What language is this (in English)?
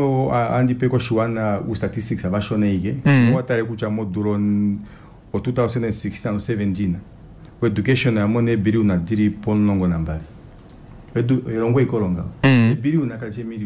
Kuanyama